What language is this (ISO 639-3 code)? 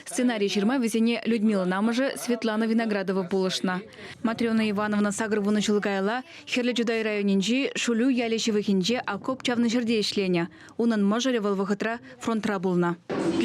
chv